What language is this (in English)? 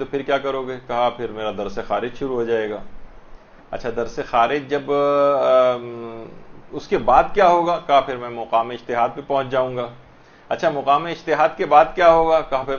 Urdu